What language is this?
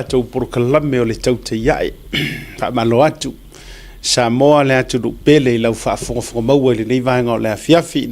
Samoan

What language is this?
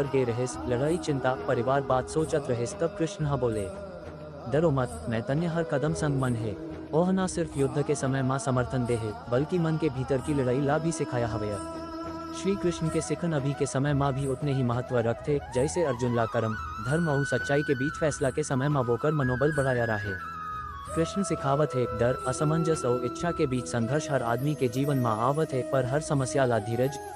Chhattisgarhi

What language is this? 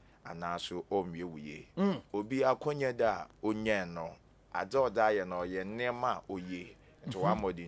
Akan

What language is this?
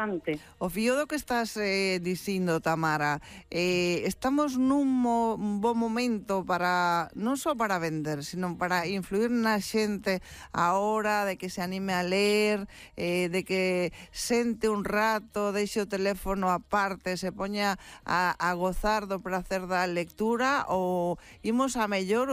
Galician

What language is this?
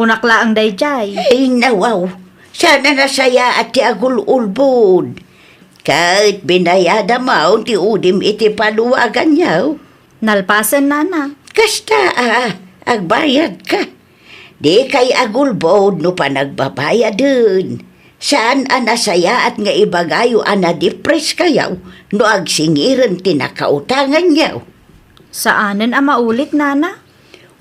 Iloko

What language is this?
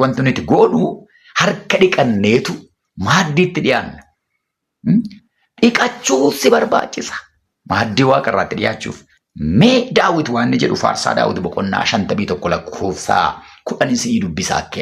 Oromo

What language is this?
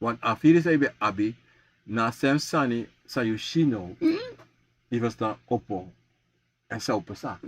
Sranan Tongo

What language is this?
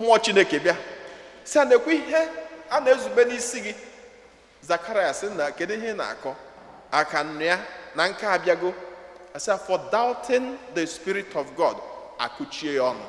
Igbo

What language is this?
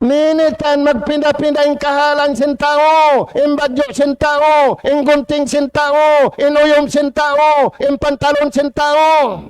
Tausug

